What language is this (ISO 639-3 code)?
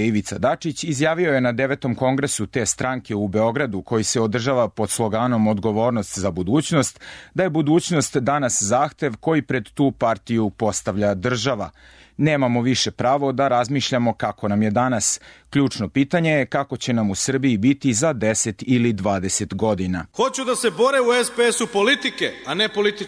srp